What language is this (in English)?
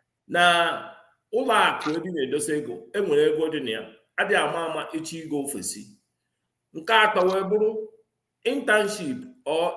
Igbo